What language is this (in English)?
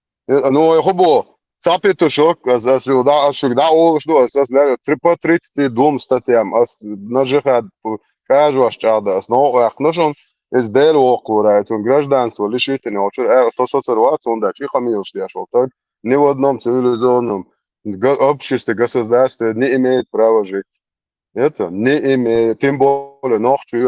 Chechen